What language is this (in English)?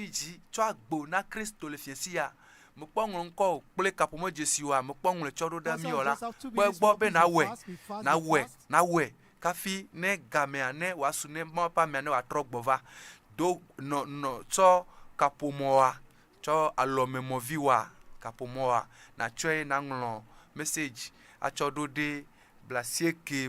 Ewe